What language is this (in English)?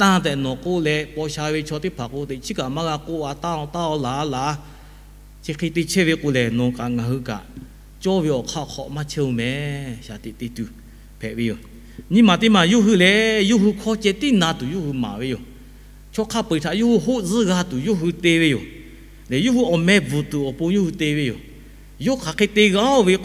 Lahu